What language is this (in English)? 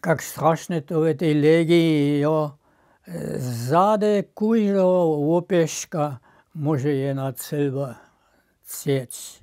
Upper Sorbian